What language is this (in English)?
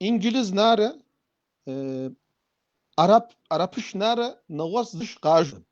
Kabardian